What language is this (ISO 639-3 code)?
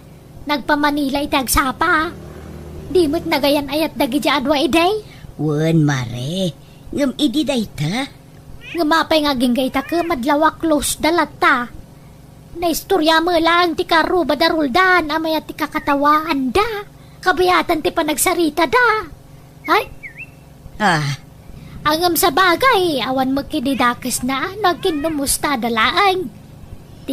ilo